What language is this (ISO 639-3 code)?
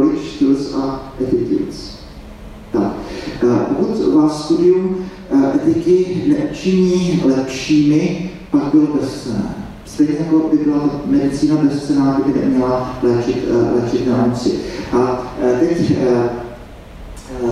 ces